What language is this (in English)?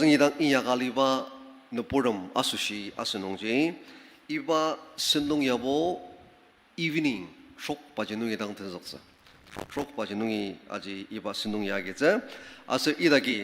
Ao Naga